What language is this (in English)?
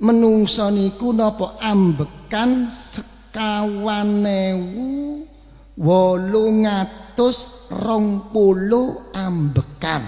Javanese